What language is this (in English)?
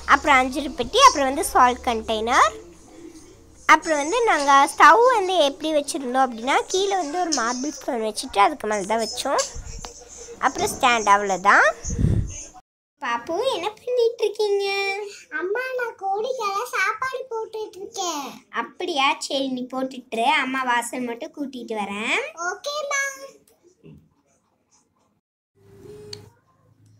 Tamil